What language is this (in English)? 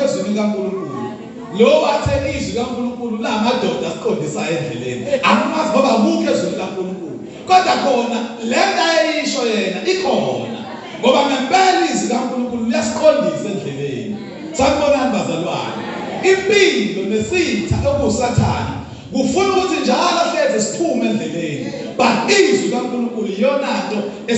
Zulu